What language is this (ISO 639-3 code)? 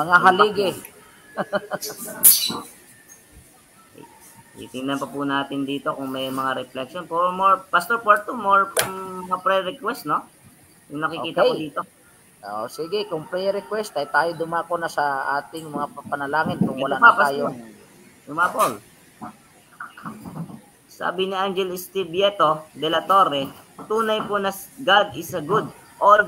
fil